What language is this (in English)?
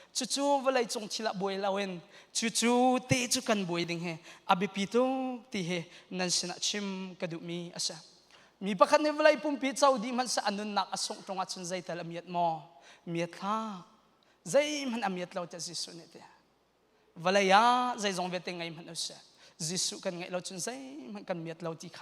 Hakha Chin